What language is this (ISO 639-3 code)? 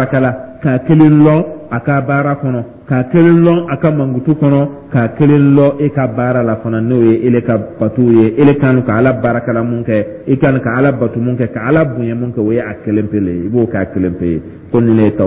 dyu